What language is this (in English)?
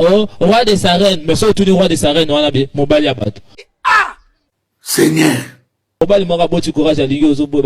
Lingala